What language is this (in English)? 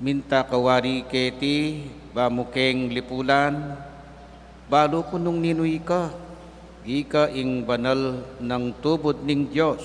Pampanga